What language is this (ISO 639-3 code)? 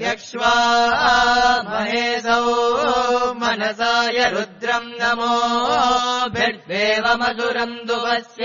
san